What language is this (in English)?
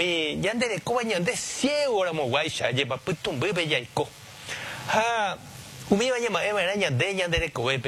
Guarani